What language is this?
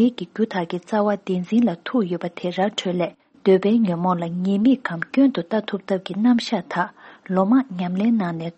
Tibetan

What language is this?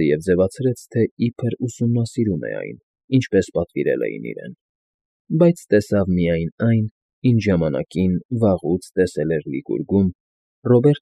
Armenian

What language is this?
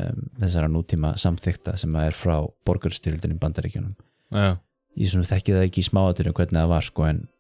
Icelandic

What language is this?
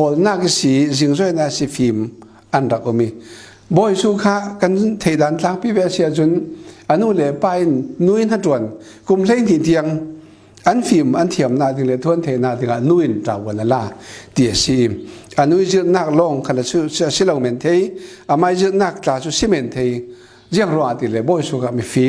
Falam Chin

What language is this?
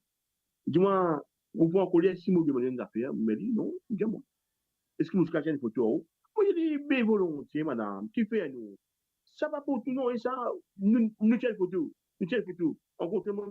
Morisyen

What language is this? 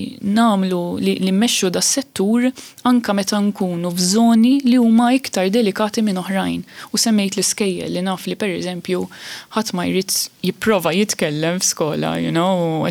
Maltese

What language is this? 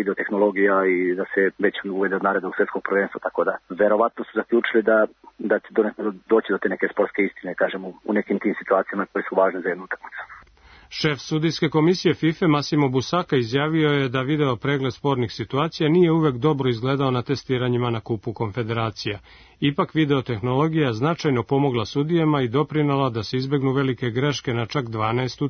Serbian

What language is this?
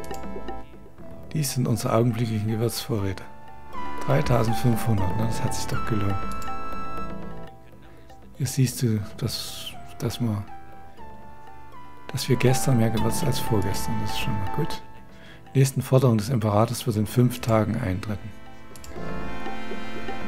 German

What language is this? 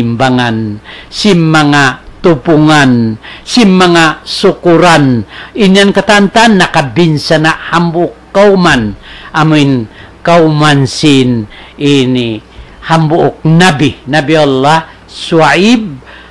Tausug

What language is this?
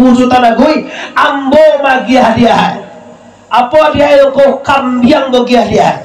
Minangkabau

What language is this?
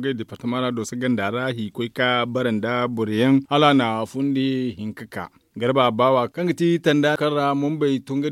Zarma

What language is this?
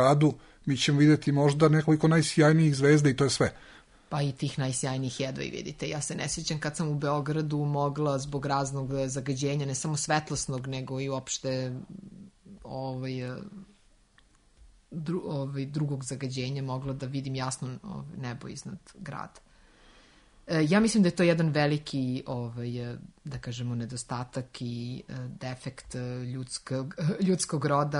Serbian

